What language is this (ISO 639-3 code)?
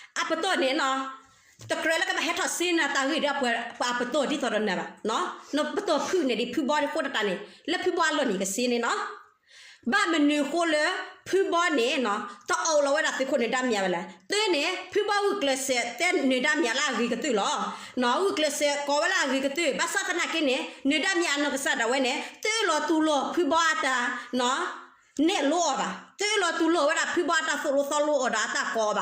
ksw